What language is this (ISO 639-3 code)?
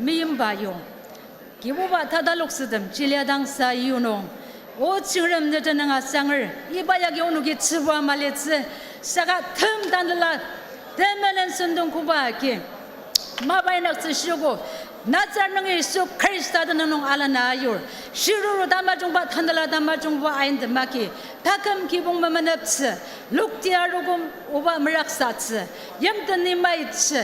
njo